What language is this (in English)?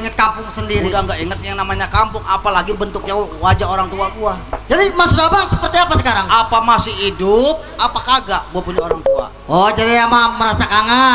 Betawi